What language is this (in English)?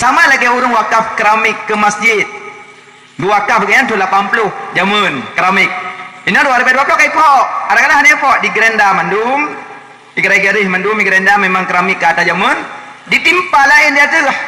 Achinese